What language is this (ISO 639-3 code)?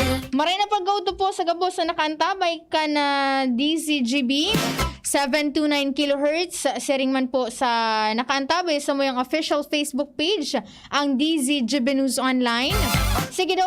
bik